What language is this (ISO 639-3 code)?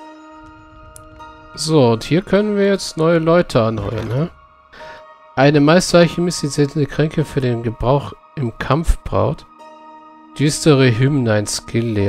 deu